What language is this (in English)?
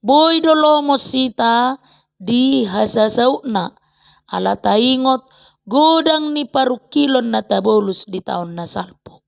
Batak Toba